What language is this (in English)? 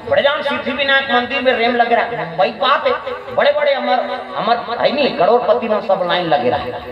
Chhattisgarhi